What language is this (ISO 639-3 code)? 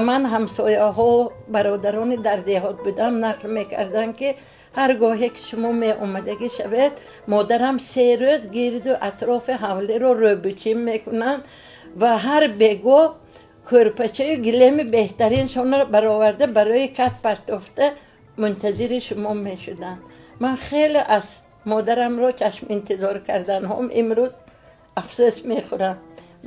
tgk